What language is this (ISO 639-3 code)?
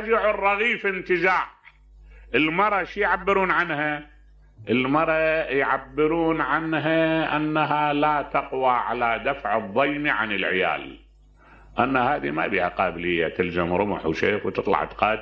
acm